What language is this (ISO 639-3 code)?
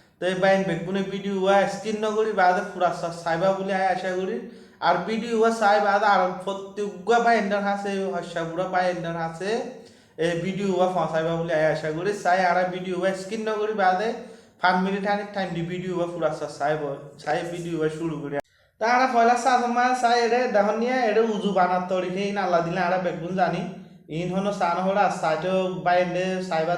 rhg